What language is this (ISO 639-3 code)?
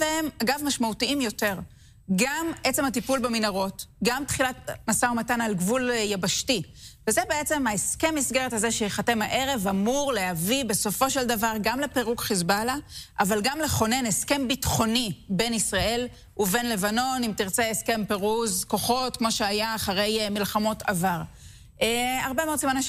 heb